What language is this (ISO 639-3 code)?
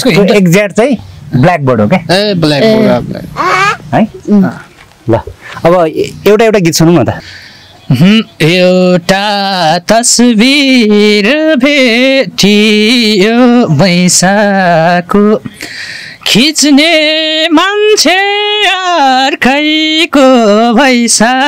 nep